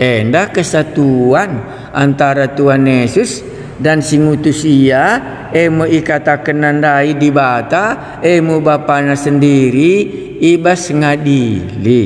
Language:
Batak Karo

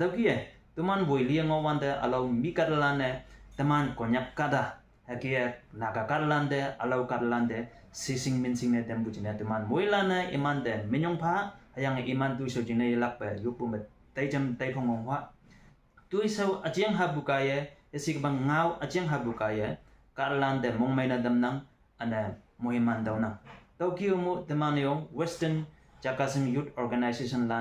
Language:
Konyak Naga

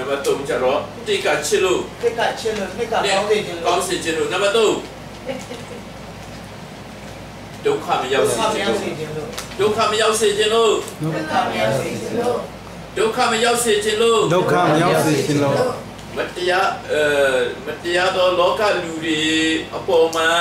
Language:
Burmese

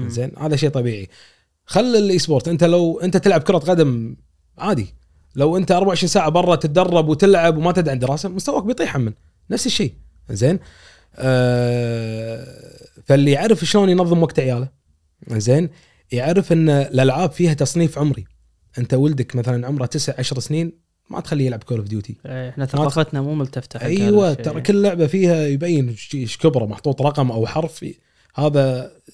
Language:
Gulf Arabic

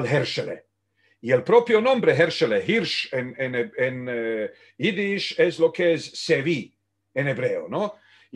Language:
Ladino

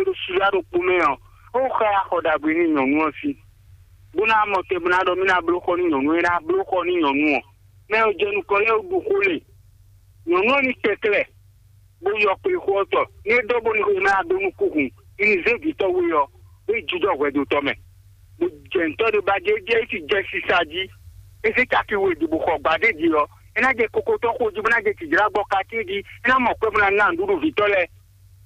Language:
Fon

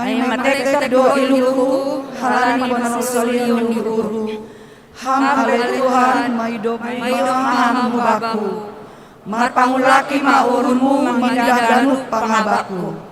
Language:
Batak Simalungun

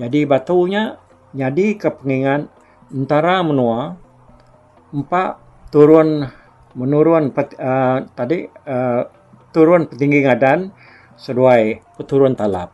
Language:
Iban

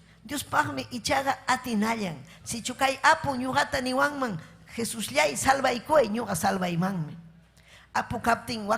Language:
Ayacucho Quechua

